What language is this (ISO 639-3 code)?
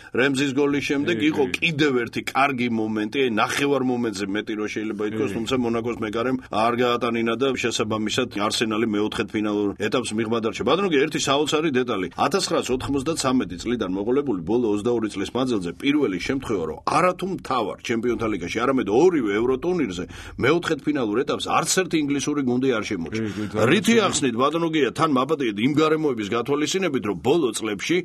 kat